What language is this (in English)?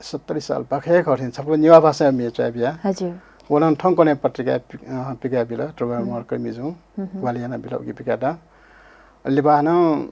Newari